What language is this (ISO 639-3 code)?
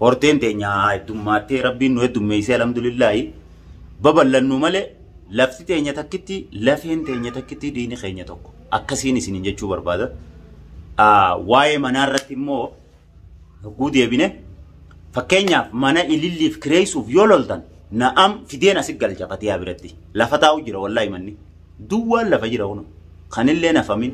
orm